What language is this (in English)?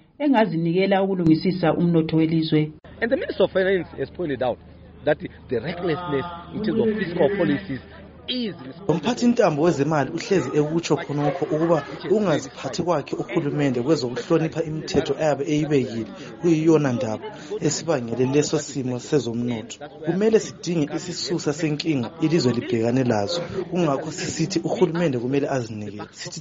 North Ndebele